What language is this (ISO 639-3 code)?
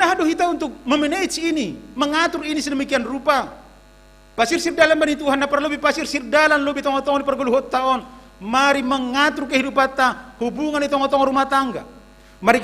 bts